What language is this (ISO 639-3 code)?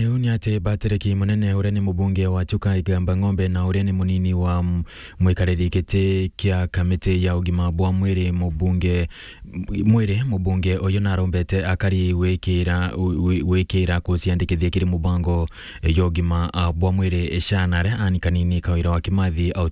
mer